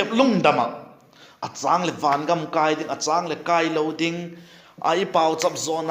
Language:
Vaiphei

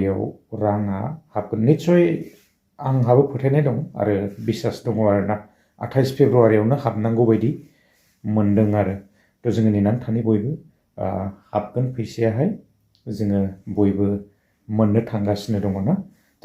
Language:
Bodo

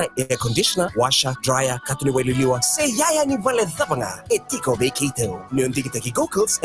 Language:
Fijian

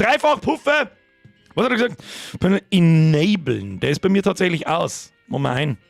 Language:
Bavarian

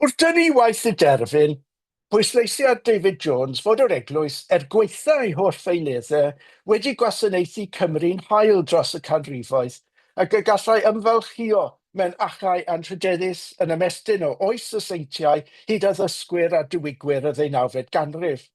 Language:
Welsh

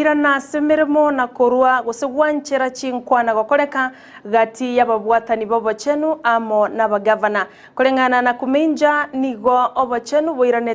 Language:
Gusii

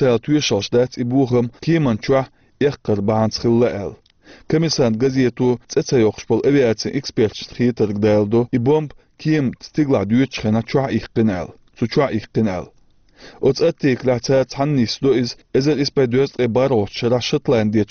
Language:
Chechen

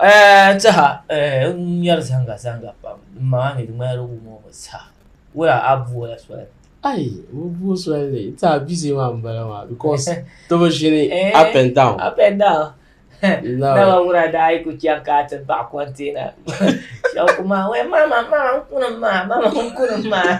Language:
Dagbani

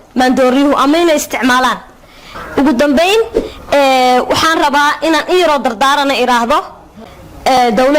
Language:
Somali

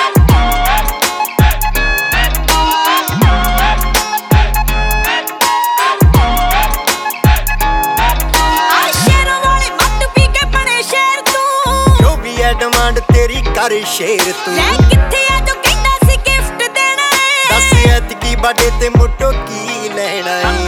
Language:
Punjabi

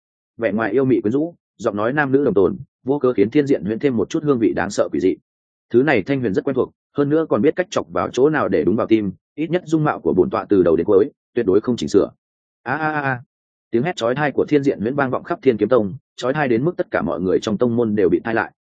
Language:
Vietnamese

